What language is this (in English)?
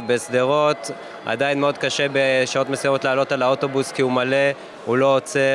Hebrew